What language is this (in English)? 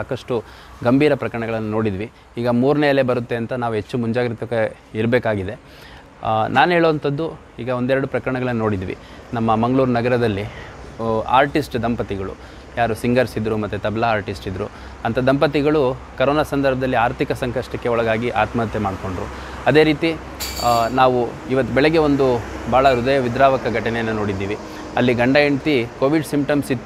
Kannada